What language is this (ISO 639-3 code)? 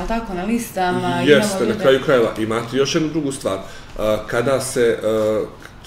srp